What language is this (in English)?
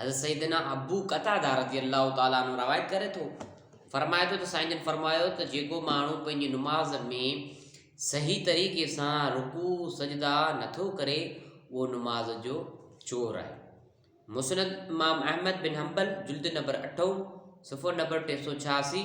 Sindhi